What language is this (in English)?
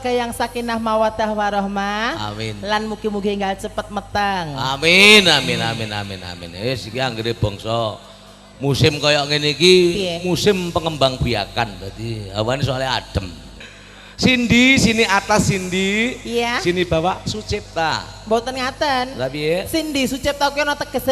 Javanese